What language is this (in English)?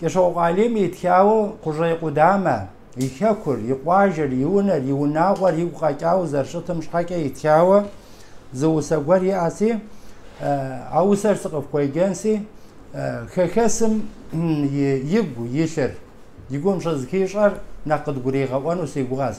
Kabardian